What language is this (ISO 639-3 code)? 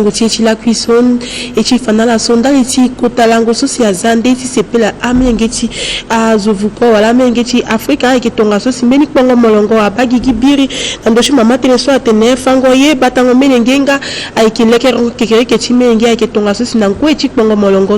sag